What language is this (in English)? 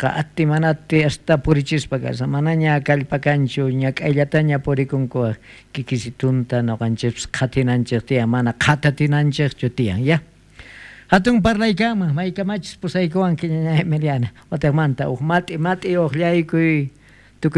South Bolivian Quechua